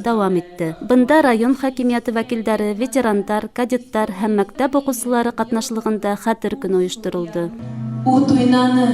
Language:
Bashkir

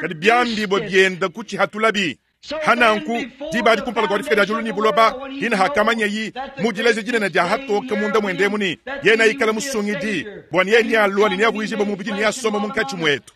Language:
Luba-Lulua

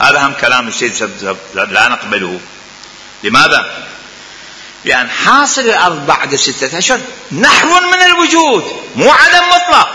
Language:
Mesopotamian Arabic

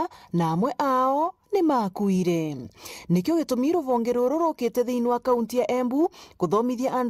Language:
Meru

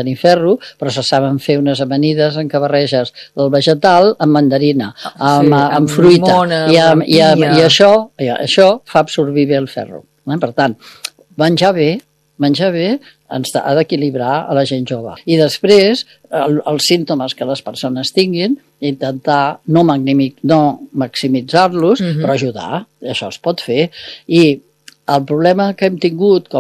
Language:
Catalan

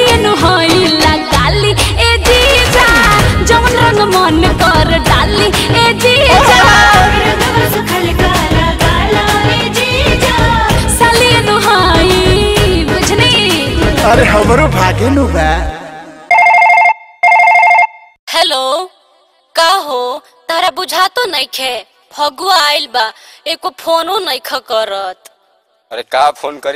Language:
Bhojpuri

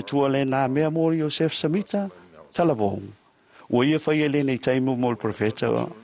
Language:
Samoan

